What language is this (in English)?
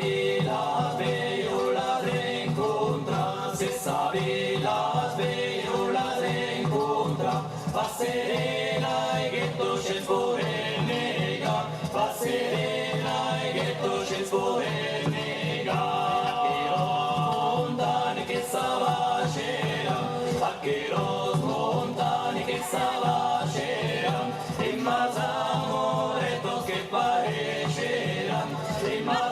Occitan